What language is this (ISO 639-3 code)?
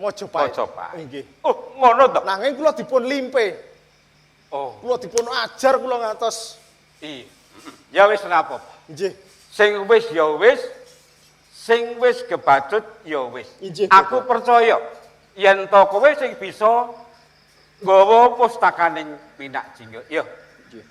jav